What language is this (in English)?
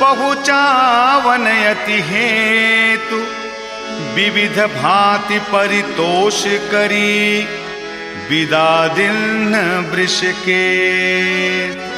Chhattisgarhi